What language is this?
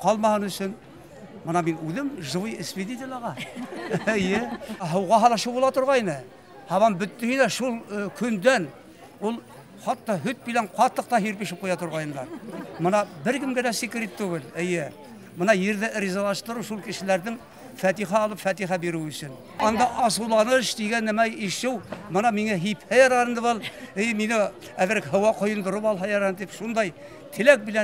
Bashkir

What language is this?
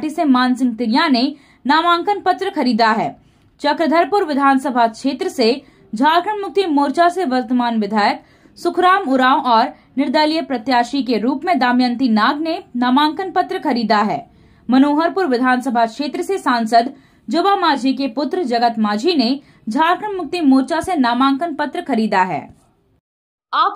Hindi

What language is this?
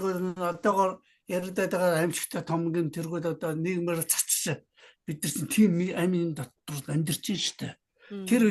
Mongolian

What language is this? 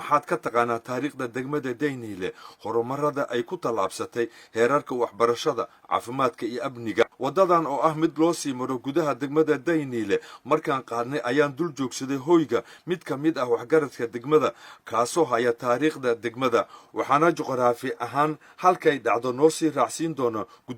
Somali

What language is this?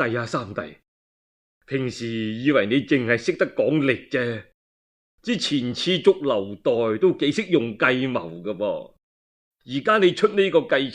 Cantonese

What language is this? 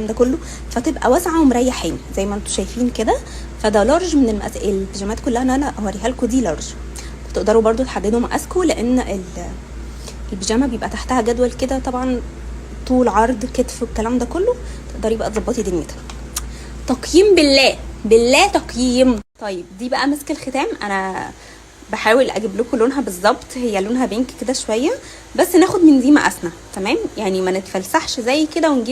Egyptian Arabic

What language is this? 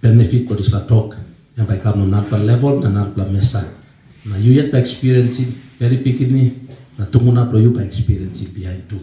Tok Pisin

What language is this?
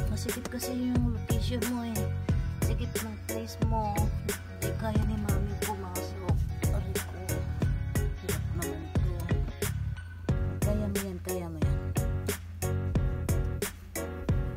Filipino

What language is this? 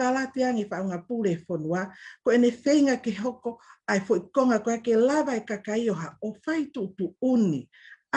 Tongan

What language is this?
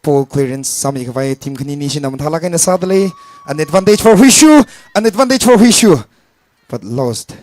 Tangkhul Naga (India)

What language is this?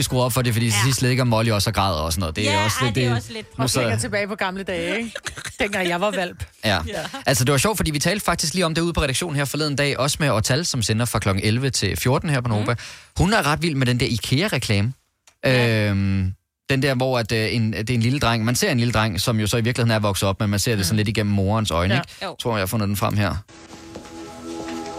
Danish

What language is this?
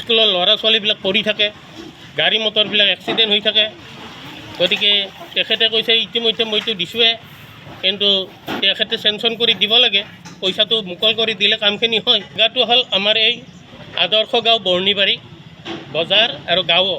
Assamese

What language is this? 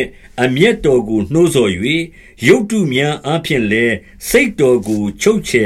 Burmese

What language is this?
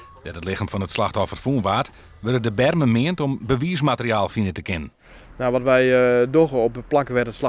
Western Frisian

